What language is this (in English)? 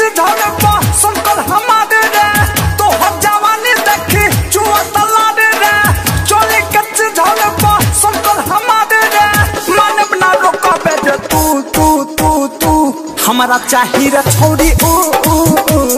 Bhojpuri